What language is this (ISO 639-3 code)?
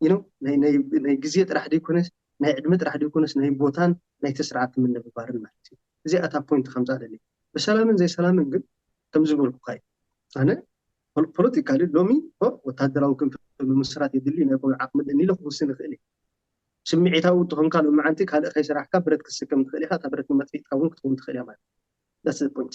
tir